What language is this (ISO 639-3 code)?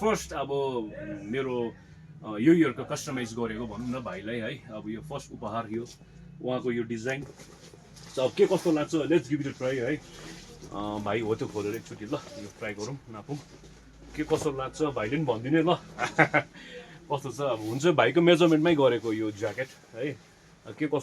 nep